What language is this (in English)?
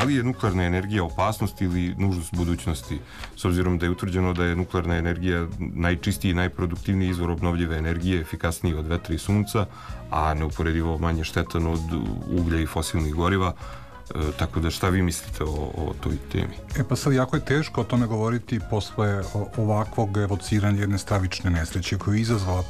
Serbian